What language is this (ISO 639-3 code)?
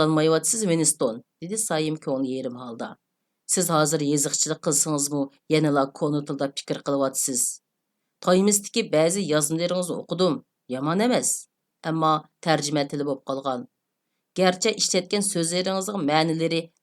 uig